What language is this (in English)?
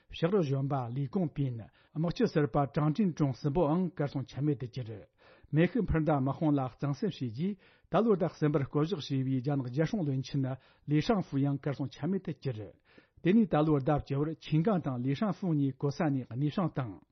Tibetan